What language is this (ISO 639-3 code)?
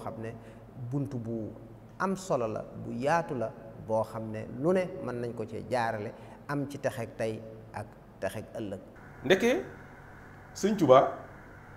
wol